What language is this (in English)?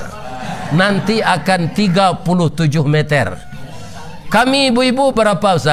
Minangkabau